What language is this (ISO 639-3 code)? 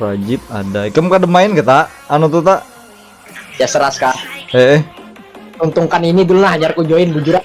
bjn